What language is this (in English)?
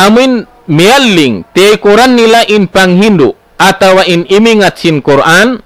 Tausug